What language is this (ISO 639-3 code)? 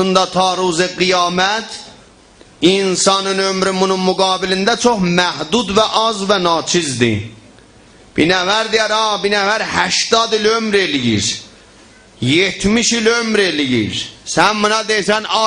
azb